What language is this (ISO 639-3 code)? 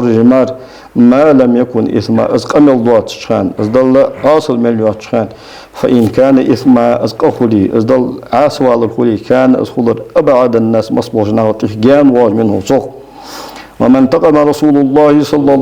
inh